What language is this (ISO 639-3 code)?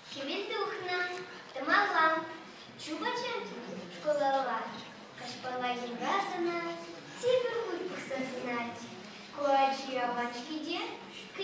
chv